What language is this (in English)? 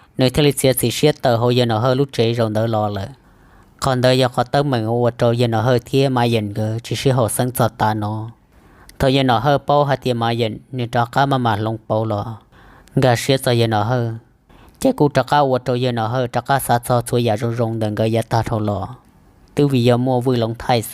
Hmong